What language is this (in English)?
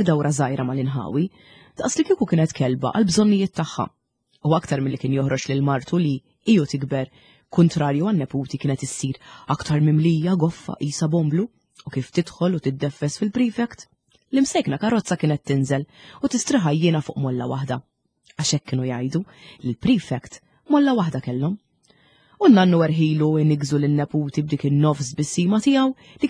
Maltese